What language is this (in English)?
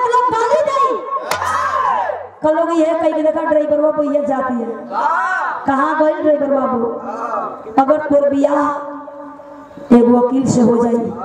Bhojpuri